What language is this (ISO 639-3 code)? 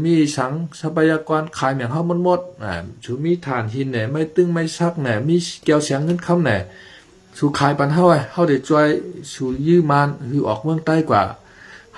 shn